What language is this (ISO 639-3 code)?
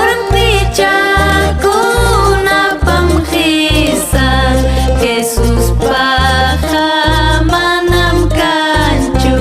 quy